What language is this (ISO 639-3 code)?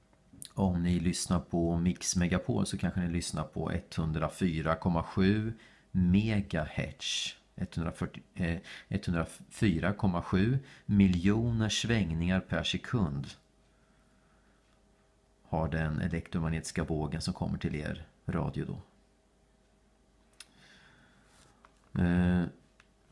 swe